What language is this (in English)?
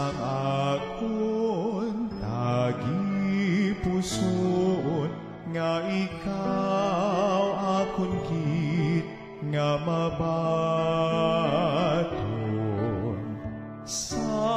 Hiligaynon